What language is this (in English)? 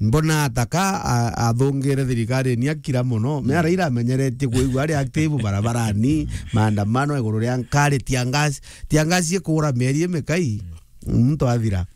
Meru